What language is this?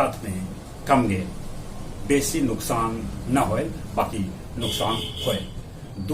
Magahi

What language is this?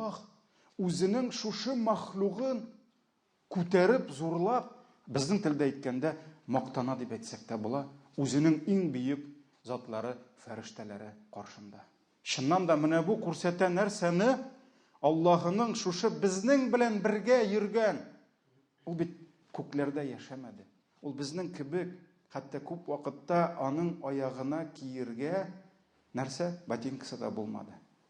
Tatar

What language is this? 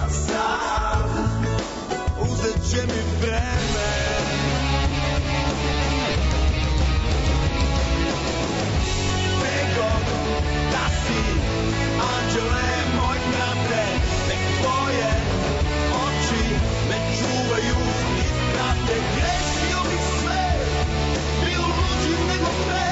Serbian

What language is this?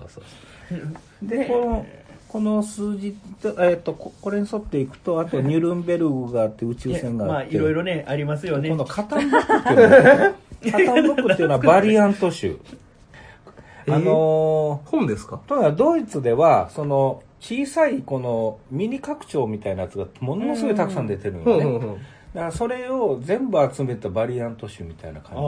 Japanese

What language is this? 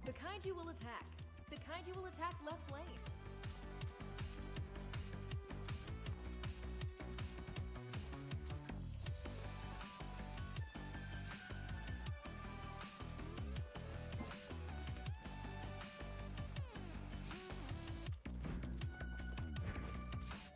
English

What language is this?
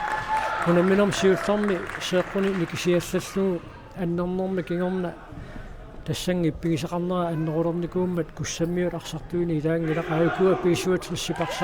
Kalaallisut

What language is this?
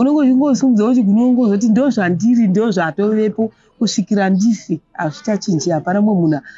Shona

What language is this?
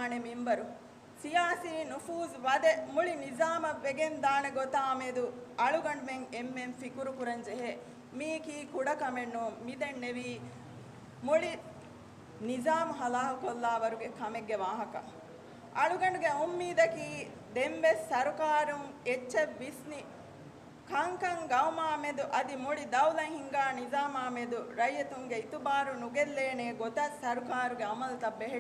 Divehi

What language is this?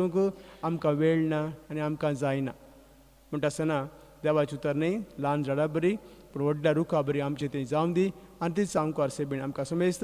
Konkani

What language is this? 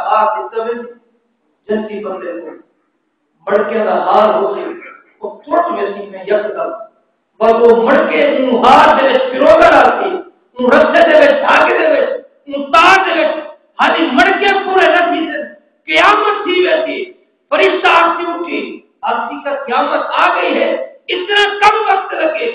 Saraiki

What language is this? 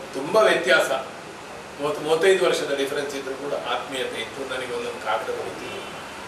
Kannada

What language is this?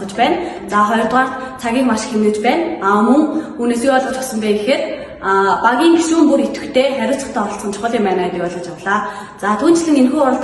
Mongolian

